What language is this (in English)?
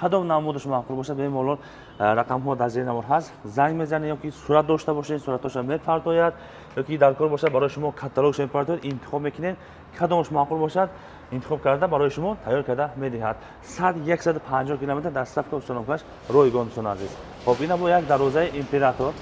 Tajik